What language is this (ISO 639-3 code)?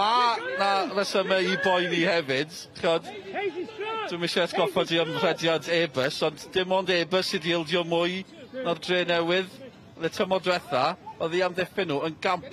cym